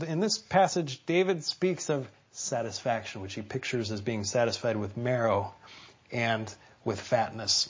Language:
English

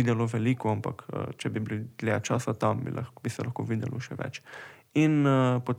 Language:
Slovenian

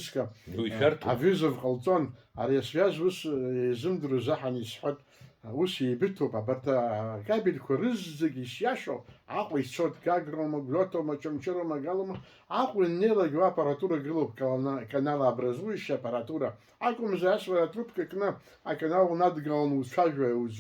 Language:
Abkhazian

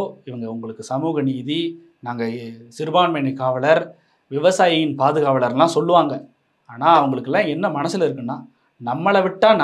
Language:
Tamil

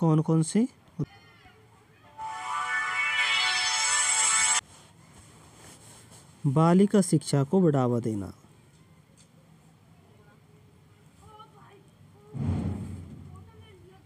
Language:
Hindi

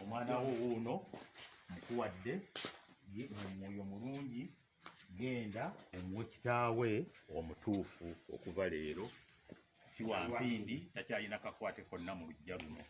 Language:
Ganda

